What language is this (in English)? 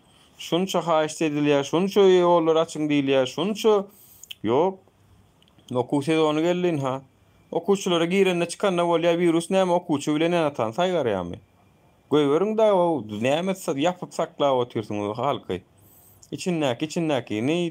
Turkmen